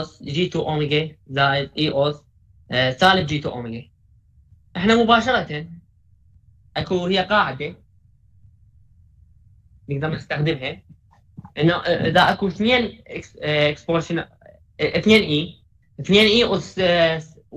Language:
Mesopotamian Arabic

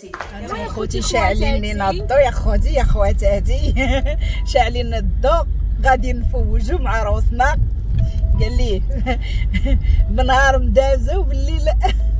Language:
Moroccan Arabic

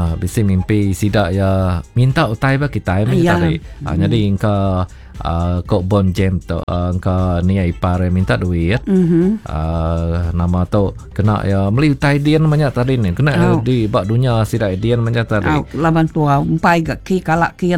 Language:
Iban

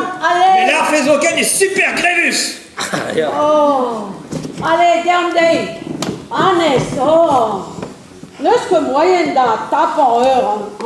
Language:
Breton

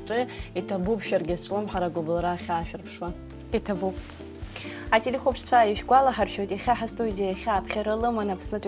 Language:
Abkhazian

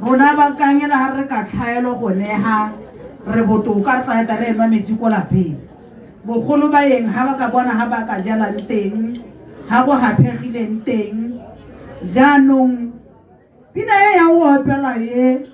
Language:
Tswana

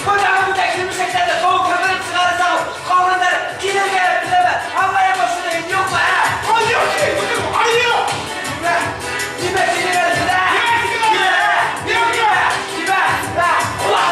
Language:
Bashkir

